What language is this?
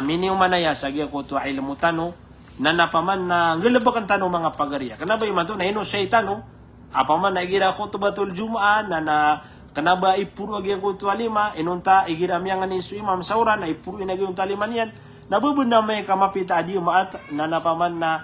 Maranao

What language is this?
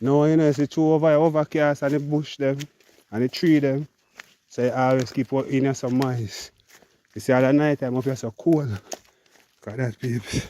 Jamaican Creole English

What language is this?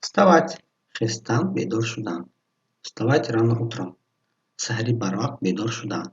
Tajik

